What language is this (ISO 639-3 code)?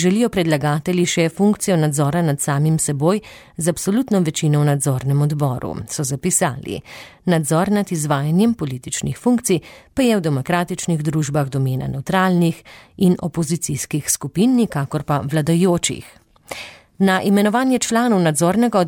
slv